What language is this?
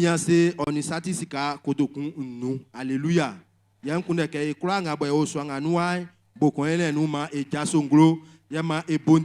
Baoulé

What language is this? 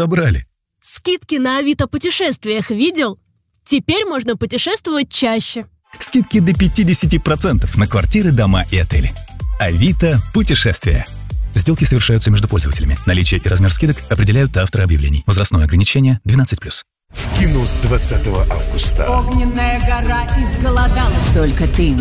Russian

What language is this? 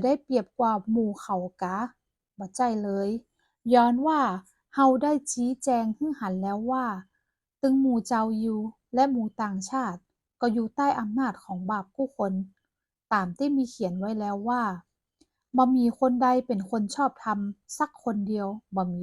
Northern Thai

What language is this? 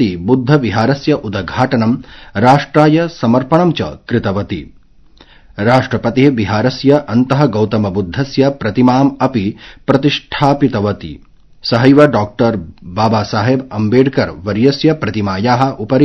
Sanskrit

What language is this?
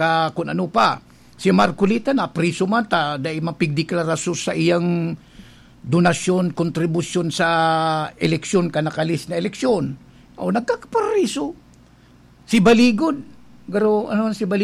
Bikol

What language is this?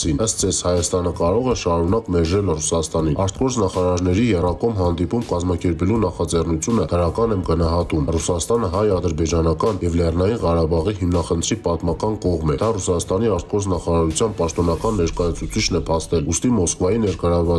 Armenian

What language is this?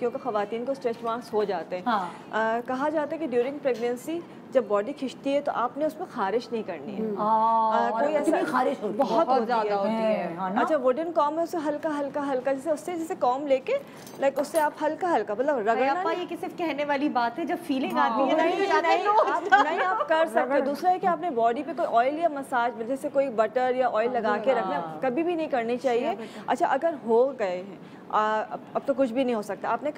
Urdu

